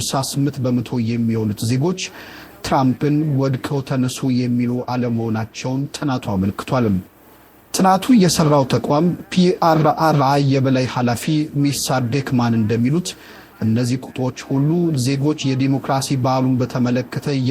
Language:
Amharic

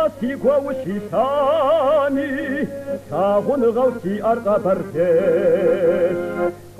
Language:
Kabardian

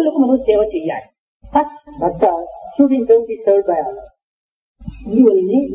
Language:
Telugu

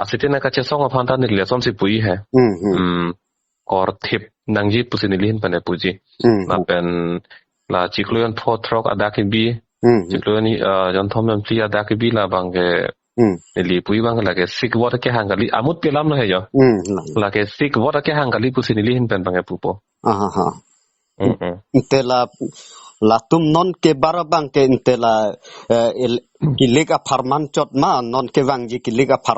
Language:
Karbi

